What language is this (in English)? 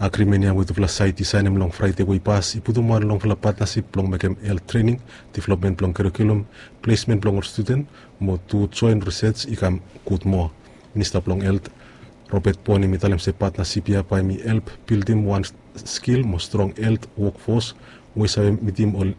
Bislama